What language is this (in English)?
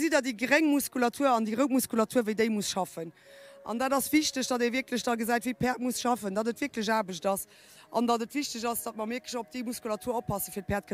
Luxembourgish